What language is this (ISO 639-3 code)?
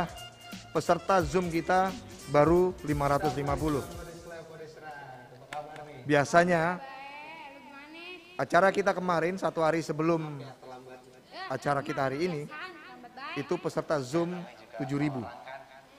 ind